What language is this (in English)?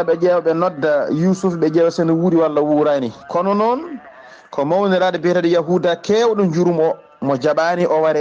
Fula